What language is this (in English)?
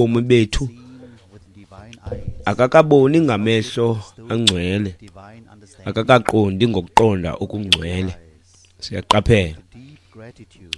Xhosa